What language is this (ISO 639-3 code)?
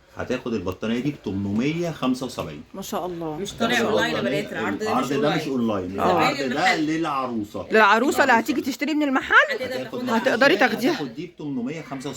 arz